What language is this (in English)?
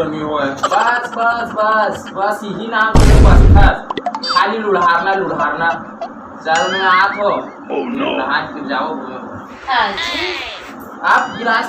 Chhattisgarhi